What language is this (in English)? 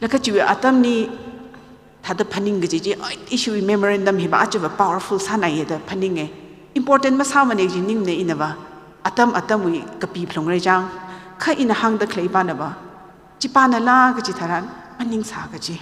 Tangkhul Naga (India)